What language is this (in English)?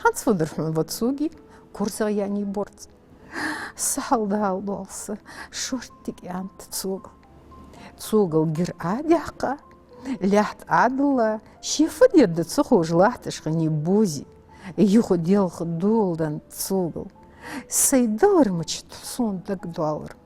Ingush